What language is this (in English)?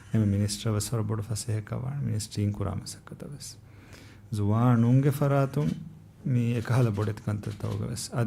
Divehi